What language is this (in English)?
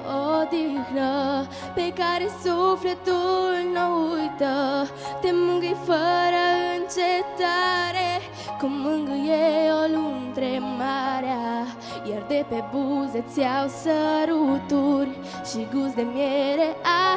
Romanian